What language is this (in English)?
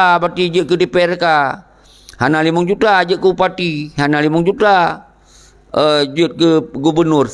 Achinese